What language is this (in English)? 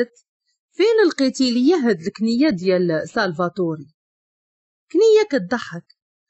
Moroccan Arabic